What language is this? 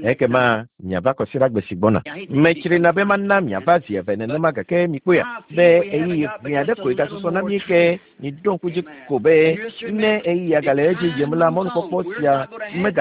Ewe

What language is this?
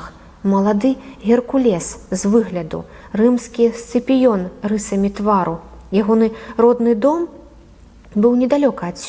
Belarusian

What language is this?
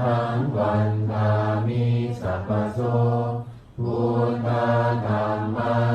Pali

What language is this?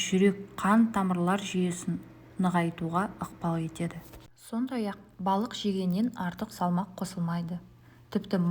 Kazakh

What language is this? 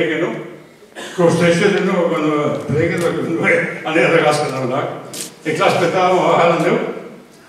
Breton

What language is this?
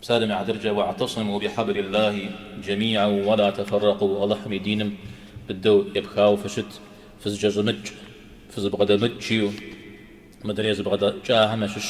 Kabardian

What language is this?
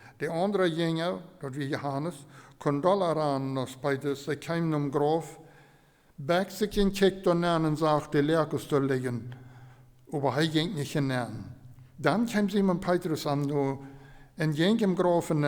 Plautdietsch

